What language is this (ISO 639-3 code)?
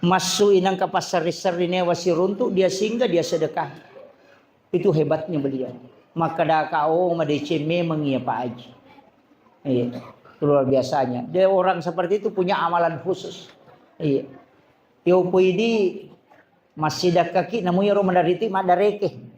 bug